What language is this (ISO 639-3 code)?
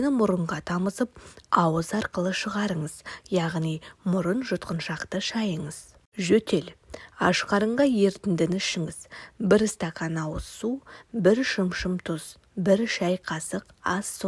kaz